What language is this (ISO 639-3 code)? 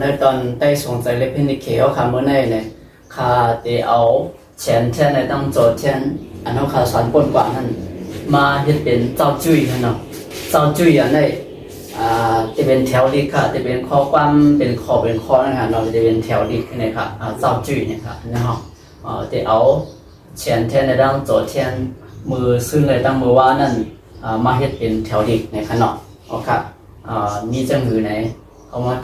shn